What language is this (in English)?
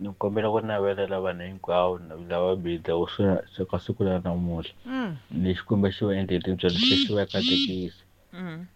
Tsonga